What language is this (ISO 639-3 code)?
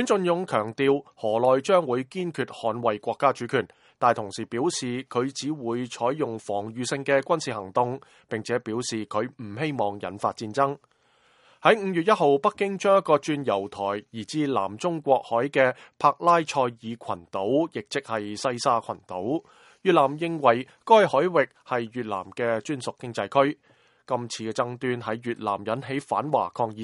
yue